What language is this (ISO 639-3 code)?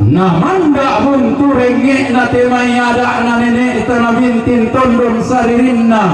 sda